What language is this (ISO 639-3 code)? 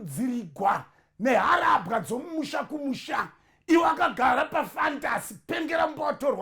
sna